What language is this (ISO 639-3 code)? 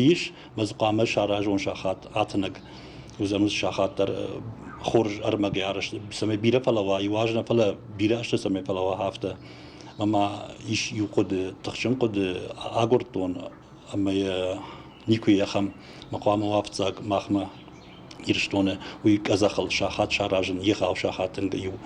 oss